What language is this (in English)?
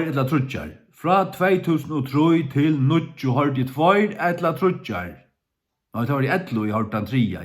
Faroese